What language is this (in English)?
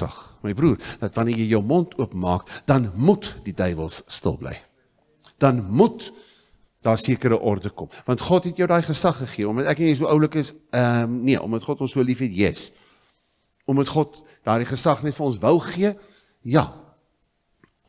Afrikaans